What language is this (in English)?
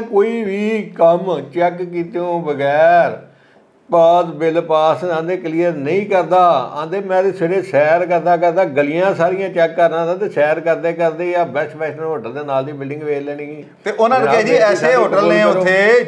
Punjabi